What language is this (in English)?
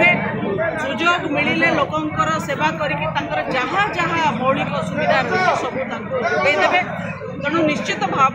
Odia